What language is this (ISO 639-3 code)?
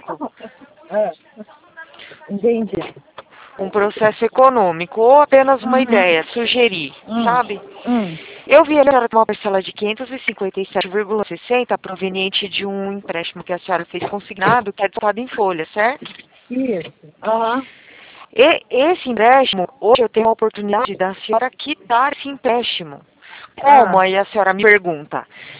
por